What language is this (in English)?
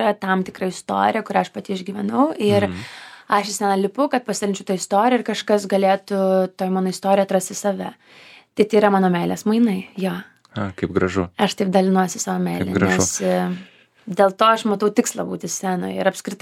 Lithuanian